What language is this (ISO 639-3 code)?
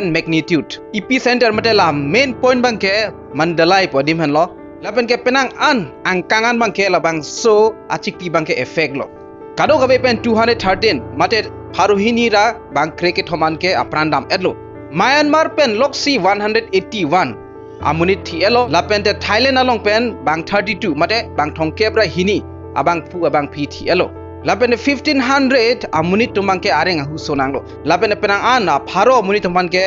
mjw